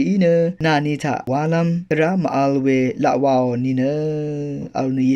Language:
Rawang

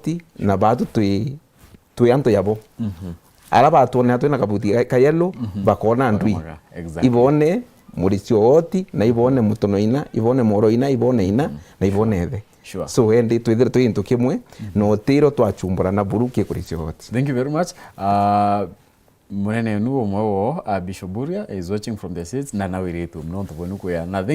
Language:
Meru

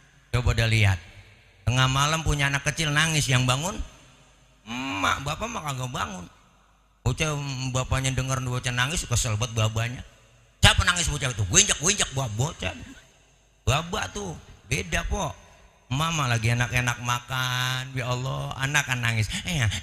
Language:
Betawi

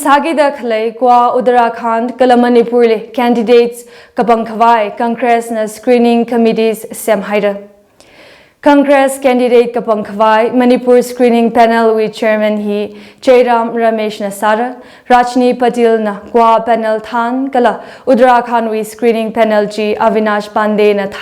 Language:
Tangkhul Naga (India)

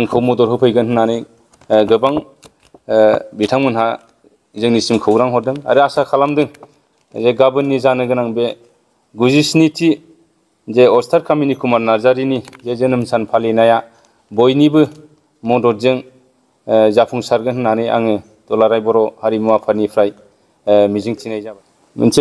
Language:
Bodo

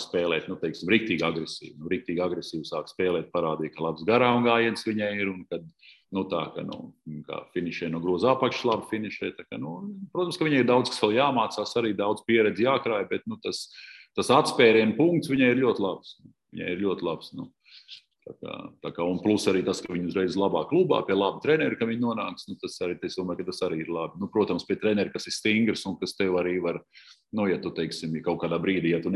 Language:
Latvian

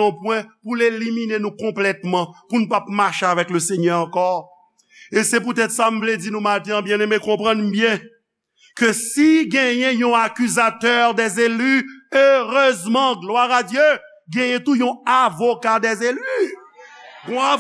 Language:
Haitian Creole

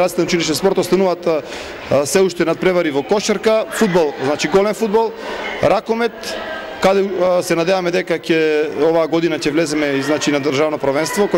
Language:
Macedonian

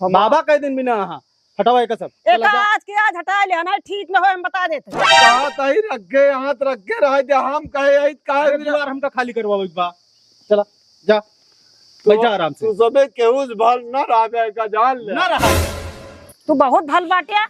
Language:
Awadhi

